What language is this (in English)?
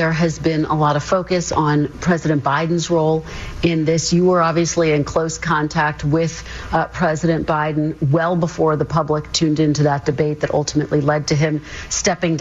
English